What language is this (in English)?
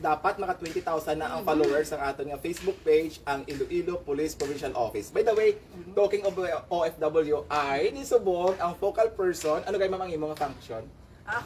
Hiligaynon